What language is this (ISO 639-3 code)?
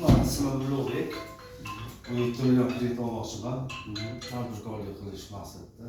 uzb